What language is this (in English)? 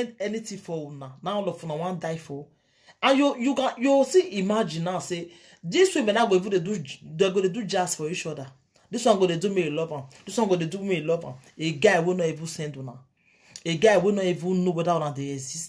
Nigerian Pidgin